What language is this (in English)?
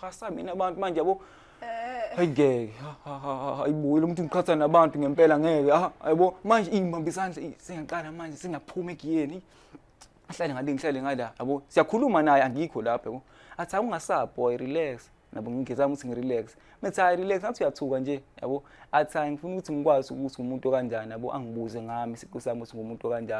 Zulu